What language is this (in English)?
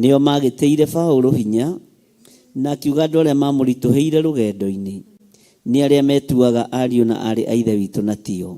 Kikuyu